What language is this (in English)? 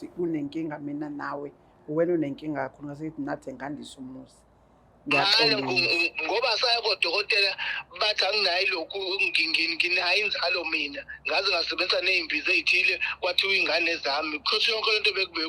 Zulu